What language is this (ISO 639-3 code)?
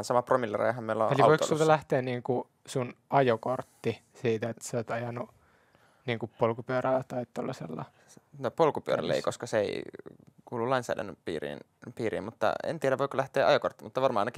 fin